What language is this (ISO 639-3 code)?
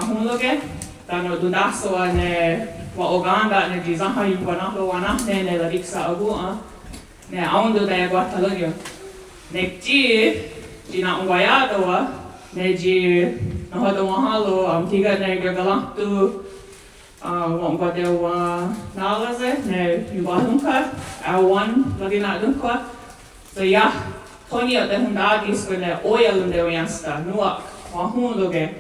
moh